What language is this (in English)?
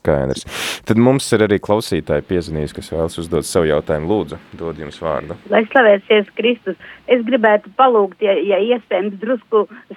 Latvian